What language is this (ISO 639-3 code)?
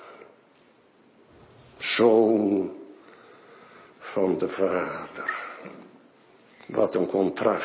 nld